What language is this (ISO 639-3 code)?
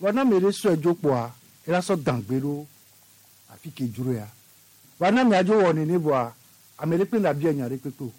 gej